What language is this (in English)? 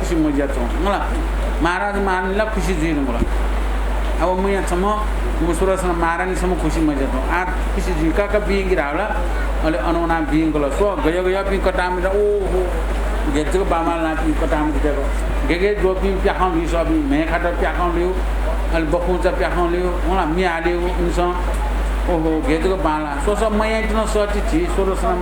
Newari